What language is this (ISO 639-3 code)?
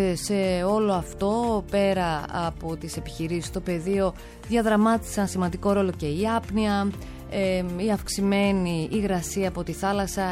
ell